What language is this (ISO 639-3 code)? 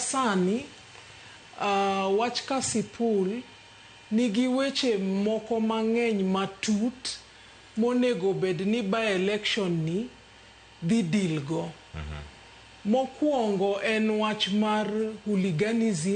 luo